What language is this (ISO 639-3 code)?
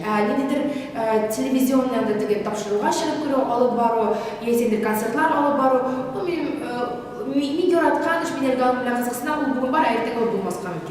tat